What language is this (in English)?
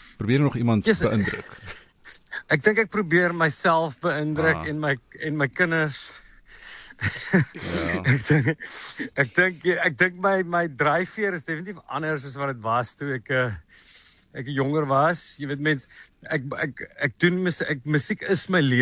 Afrikaans